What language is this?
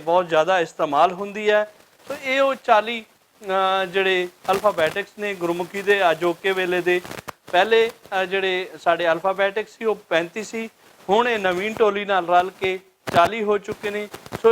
Western Panjabi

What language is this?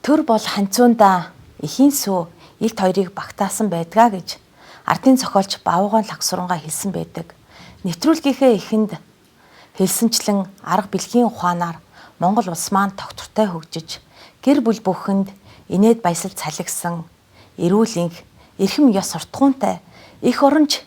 Mongolian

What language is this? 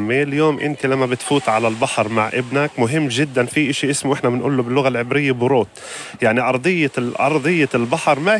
North Levantine Arabic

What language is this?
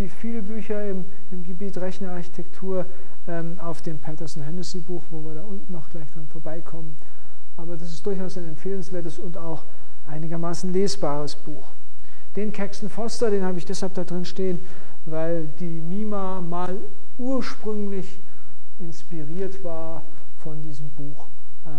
German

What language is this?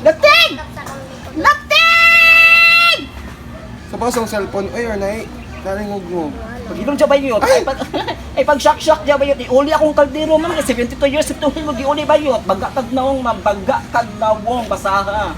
Cebuano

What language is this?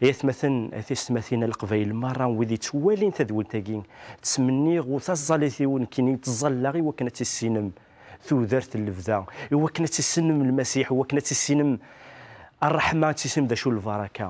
Kabyle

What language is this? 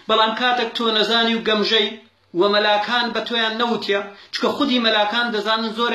Central Kurdish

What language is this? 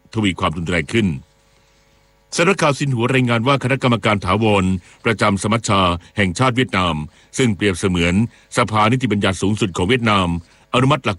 Thai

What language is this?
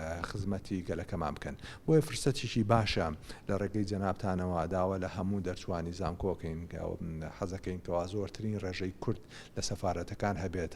Central Kurdish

